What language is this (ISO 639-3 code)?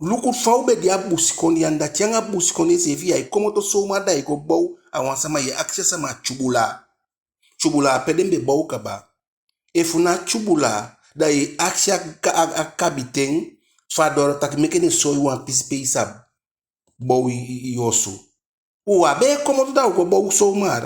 djk